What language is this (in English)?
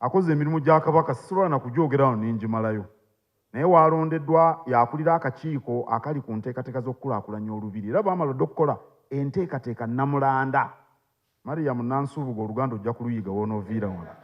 Ganda